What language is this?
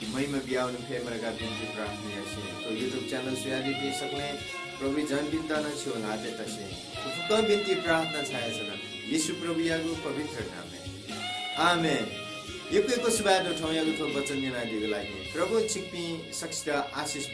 Newari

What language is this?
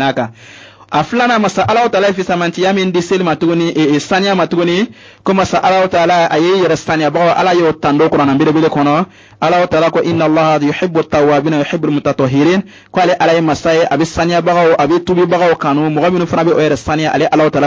Bambara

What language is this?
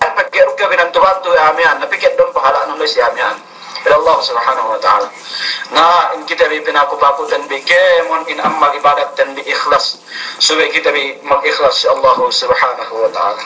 Yakan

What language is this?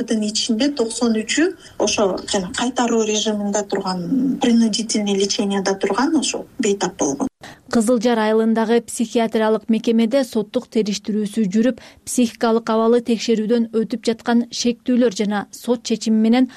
Kyrgyz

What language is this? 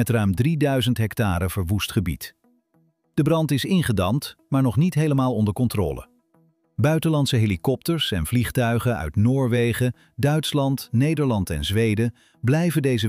Dutch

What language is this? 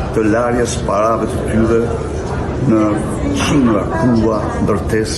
Albanian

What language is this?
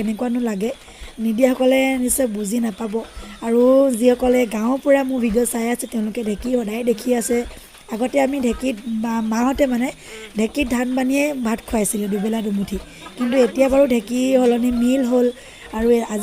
Assamese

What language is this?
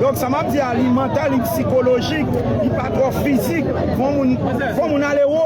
Haitian Creole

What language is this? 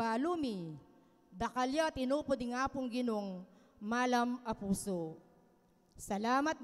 Pampanga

